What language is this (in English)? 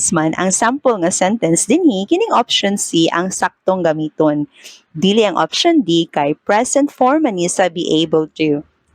Cebuano